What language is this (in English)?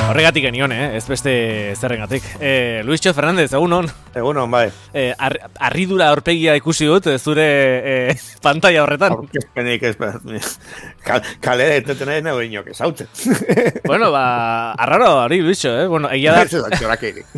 Basque